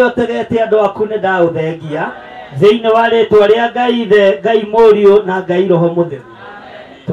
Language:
Kikuyu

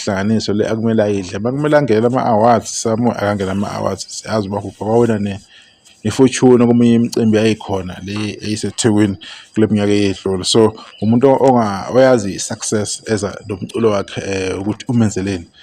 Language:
Zulu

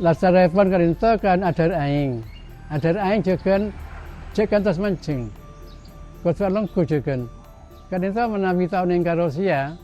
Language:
Madurese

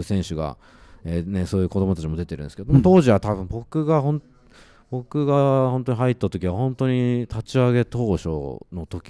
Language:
Japanese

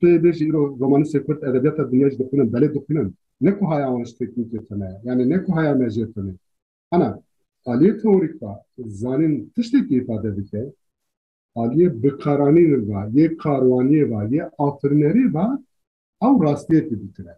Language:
Kurdish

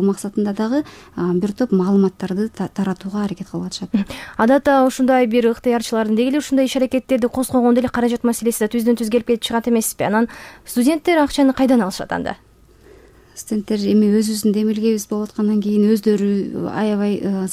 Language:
Kyrgyz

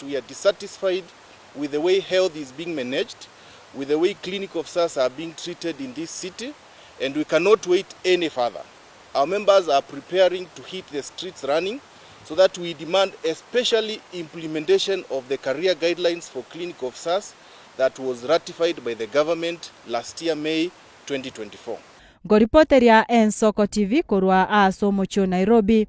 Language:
Gusii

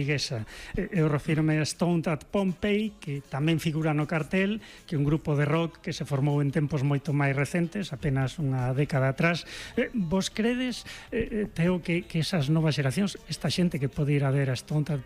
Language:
Galician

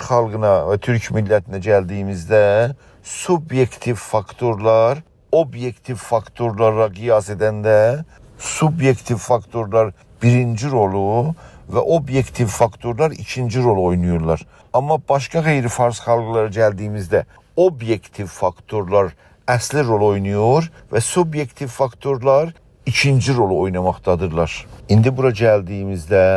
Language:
South Azerbaijani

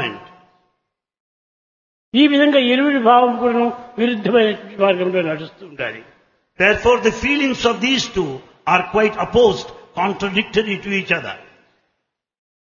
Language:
Telugu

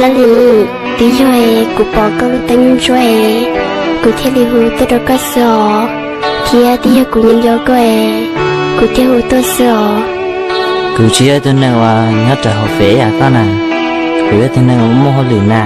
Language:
Hmong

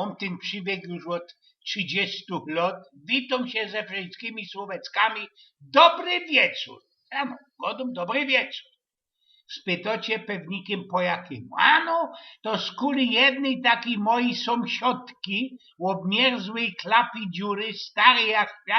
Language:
Silesian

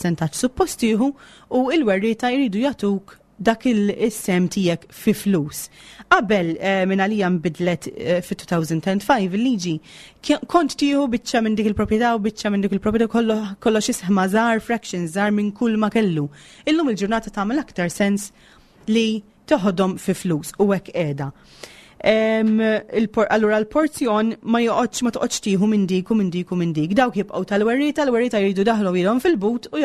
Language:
Maltese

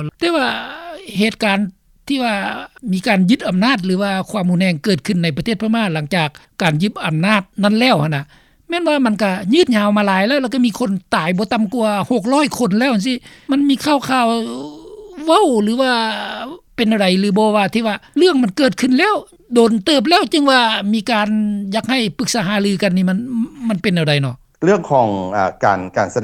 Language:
Lao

